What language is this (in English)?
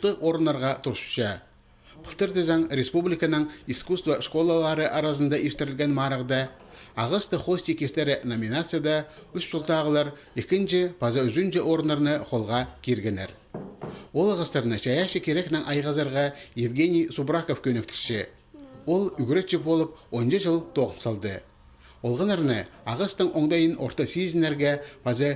Khakas